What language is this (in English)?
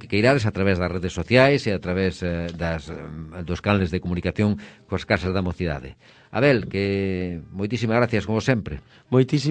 Galician